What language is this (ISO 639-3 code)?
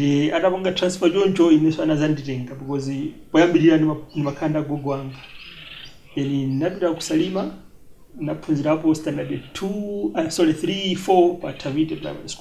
nya